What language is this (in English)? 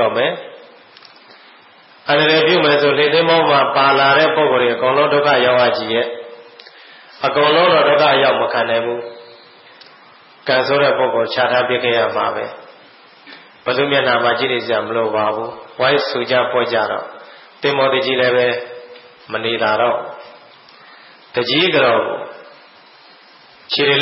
Burmese